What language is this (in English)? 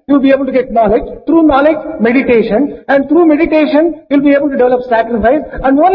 Telugu